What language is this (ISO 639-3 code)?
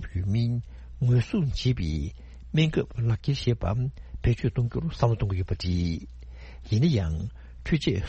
bod